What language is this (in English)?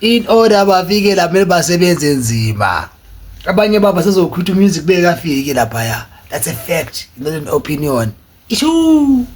Zulu